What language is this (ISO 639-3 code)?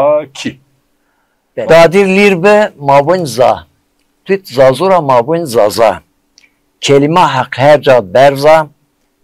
zza